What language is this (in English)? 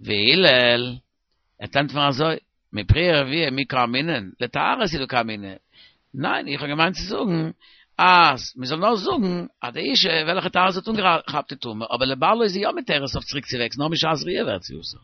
Yiddish